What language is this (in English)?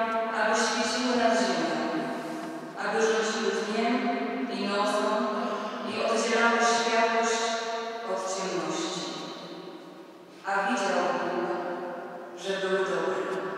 Polish